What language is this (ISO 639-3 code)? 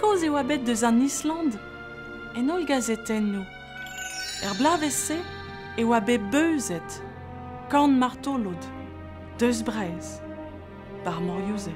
bre